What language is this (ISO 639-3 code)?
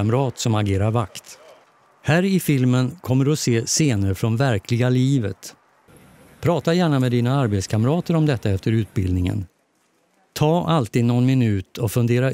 swe